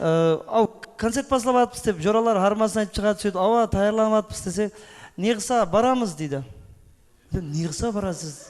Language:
Kara-Kalpak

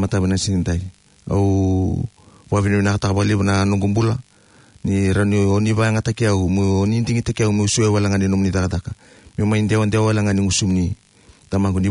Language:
Fijian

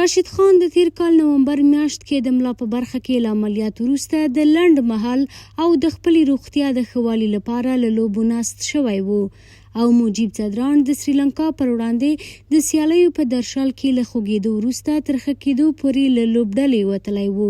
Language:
Pashto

